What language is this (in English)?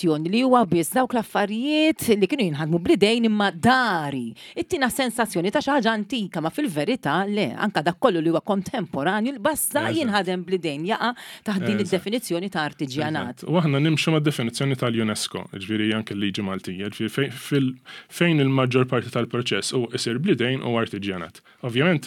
Maltese